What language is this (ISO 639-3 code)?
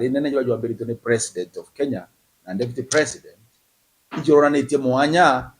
mer